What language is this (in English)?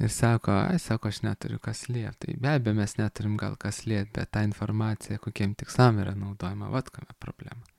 Lithuanian